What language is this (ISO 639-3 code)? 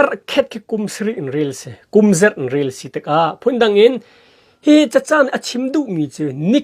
cnh